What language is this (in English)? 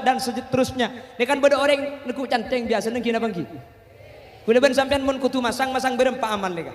Madurese